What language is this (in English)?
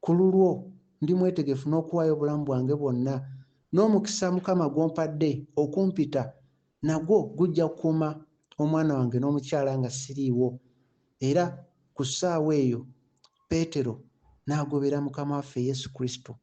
Ganda